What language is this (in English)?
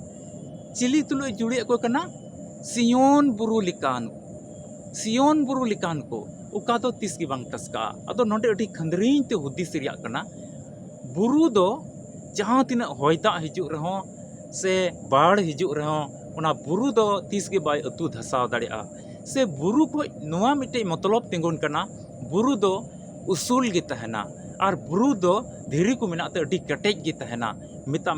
Santali